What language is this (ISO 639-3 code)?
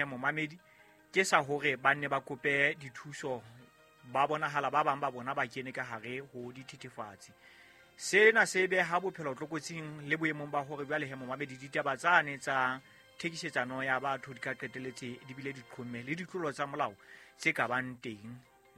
sot